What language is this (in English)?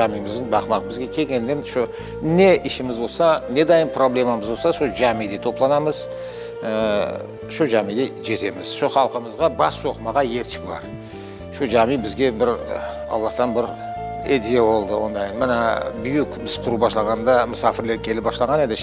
Crimean Tatar